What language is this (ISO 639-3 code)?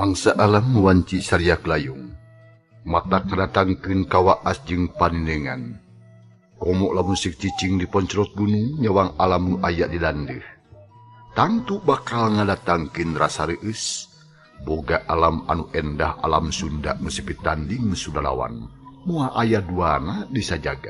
sun